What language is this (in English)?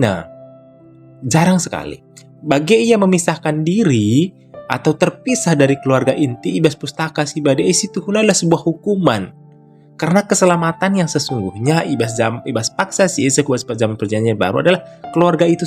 Batak Karo